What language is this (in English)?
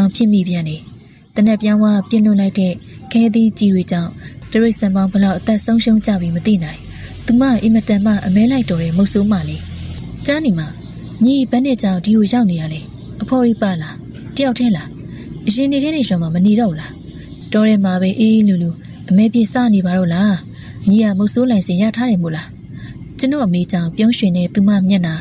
Burmese